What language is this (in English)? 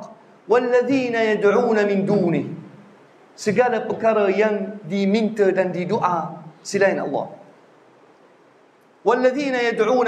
Malay